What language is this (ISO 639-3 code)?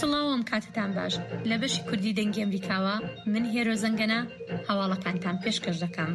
ckb